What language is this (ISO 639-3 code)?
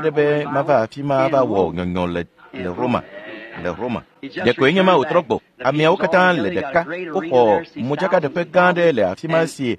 ewe